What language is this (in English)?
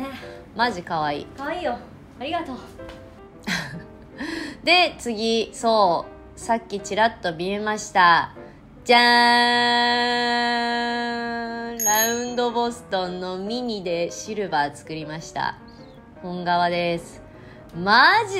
Japanese